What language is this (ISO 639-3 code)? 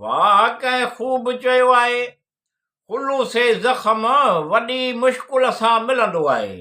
snd